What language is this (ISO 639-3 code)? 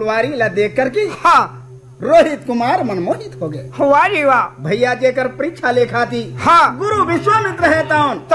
hne